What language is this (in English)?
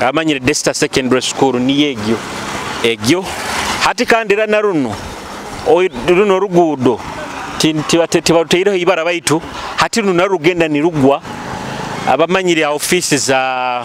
Nyoro